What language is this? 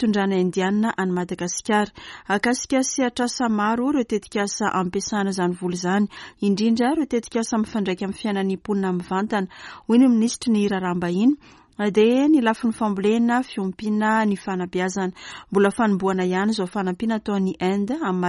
Malagasy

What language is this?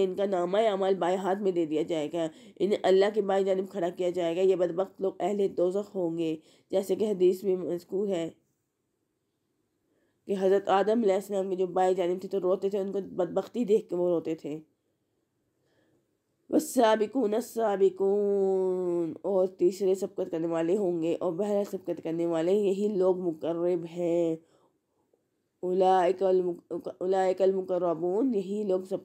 Urdu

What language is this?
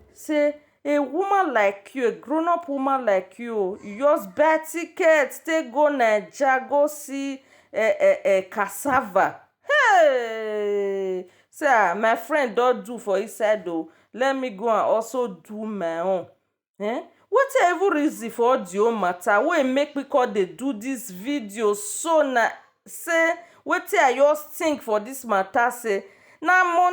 Nigerian Pidgin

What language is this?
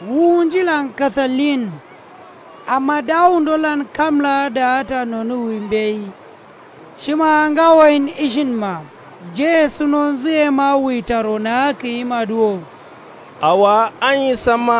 Kanuri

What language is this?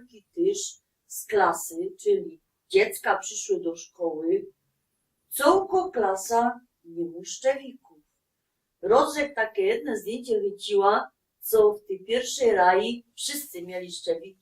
Silesian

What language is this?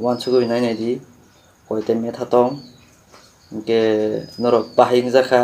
Kok Borok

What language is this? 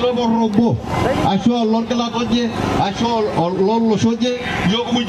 Masai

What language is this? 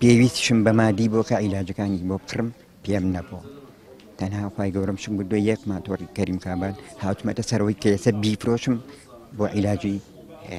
Central Kurdish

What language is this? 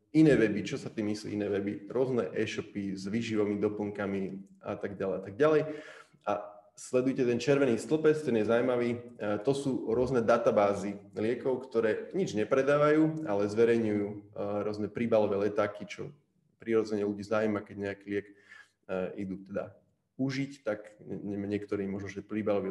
Slovak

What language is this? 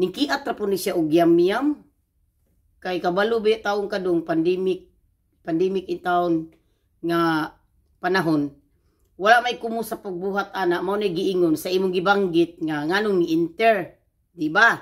Cebuano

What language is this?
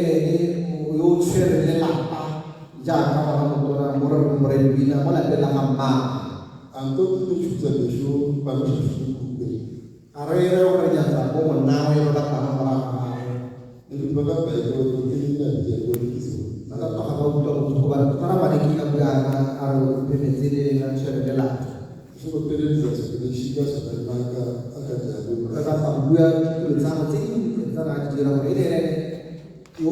Tswana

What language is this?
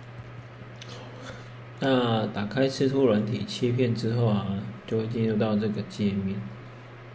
Chinese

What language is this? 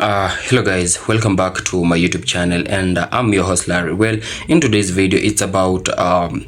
Jamaican Creole English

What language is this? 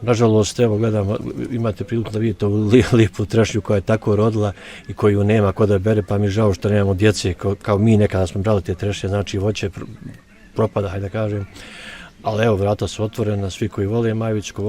Bosnian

